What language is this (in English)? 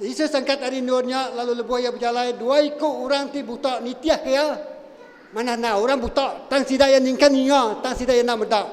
Iban